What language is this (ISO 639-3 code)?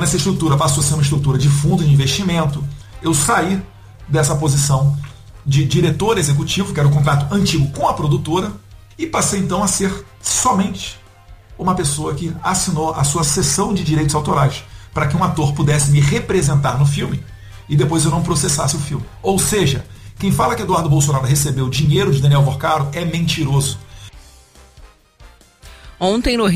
por